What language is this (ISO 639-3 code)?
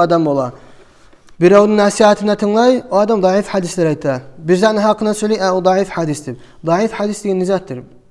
kum